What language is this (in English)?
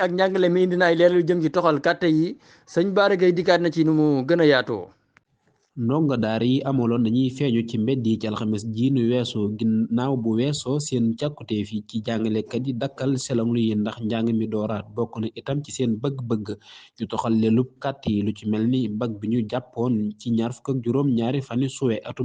Wolof